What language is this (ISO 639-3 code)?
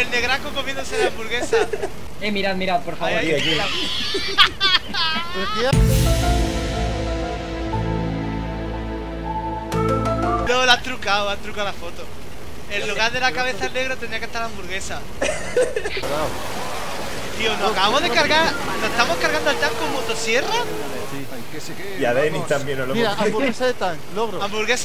spa